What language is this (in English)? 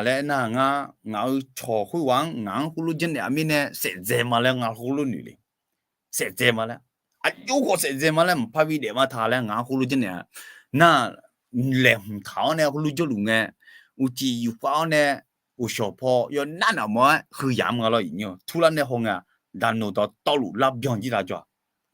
Akha